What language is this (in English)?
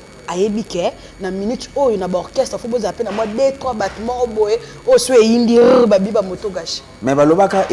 Lingala